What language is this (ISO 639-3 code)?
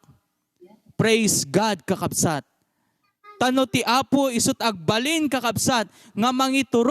ilo